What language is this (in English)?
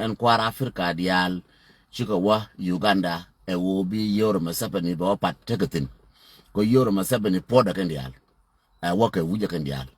Nuer